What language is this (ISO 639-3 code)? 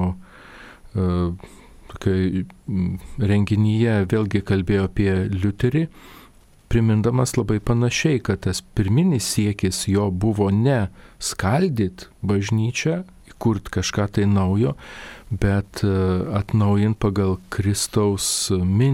lit